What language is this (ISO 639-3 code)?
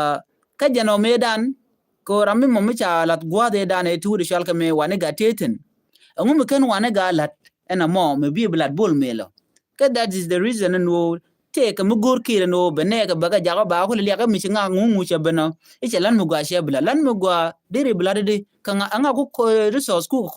nus